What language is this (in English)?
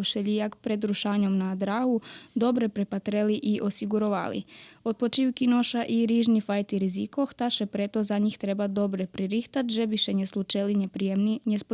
Rusyn